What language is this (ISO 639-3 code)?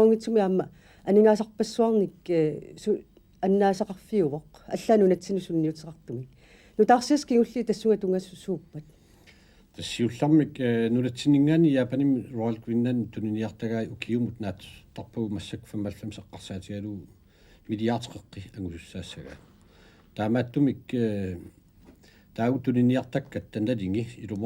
kal